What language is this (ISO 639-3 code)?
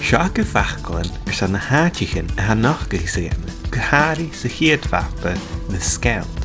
gla